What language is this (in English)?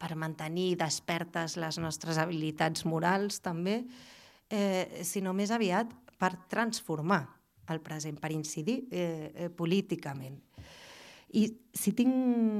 Catalan